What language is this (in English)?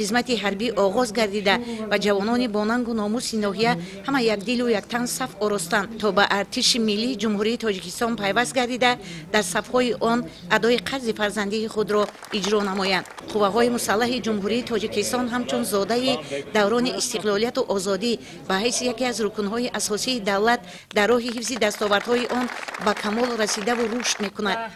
Tajik